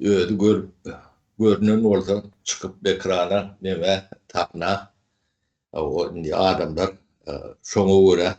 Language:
Turkmen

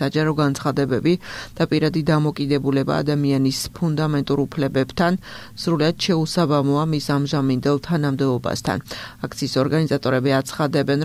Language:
Georgian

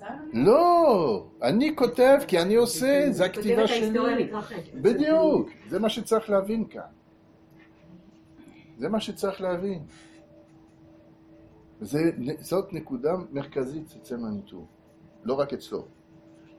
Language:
Hebrew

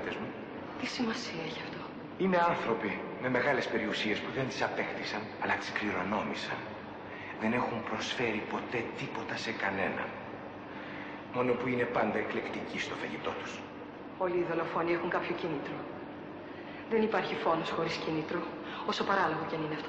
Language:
Greek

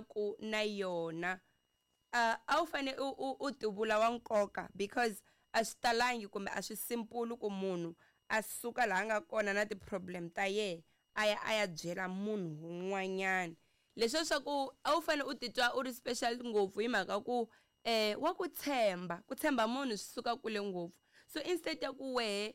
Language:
Tsonga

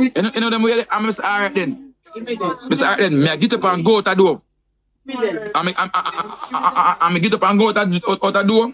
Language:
Jamaican Creole English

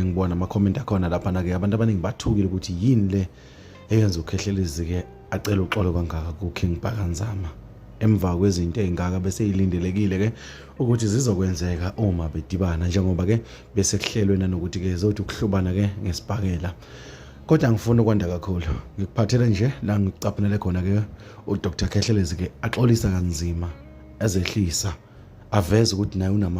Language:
Zulu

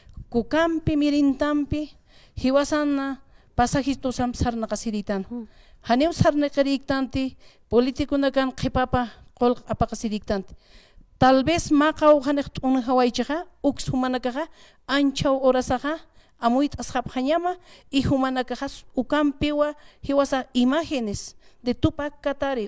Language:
Aymara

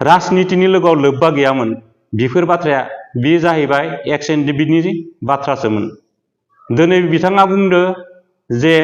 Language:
Bodo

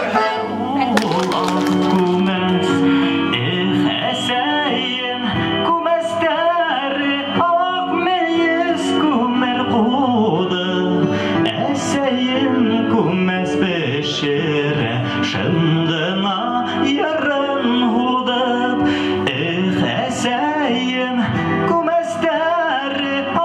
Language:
Bashkir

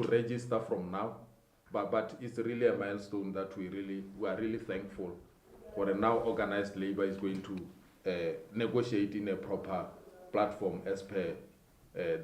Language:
Tswana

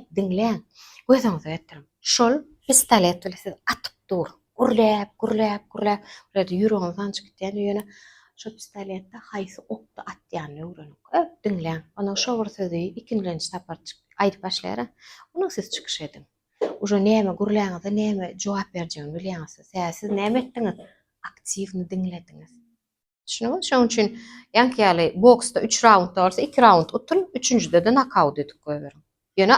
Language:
Turkmen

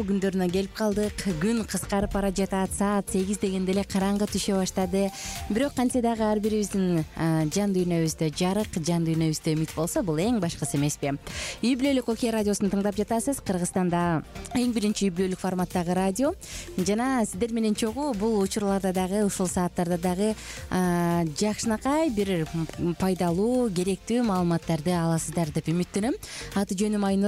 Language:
Kyrgyz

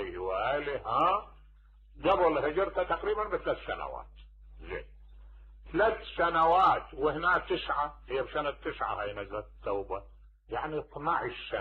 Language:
Mesopotamian Arabic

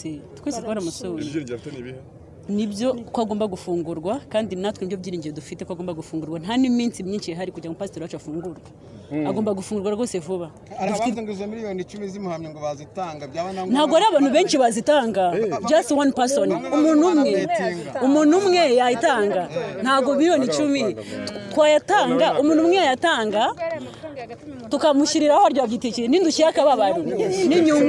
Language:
Kinyarwanda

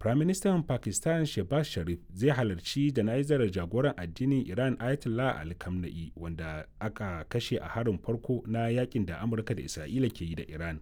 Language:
Hausa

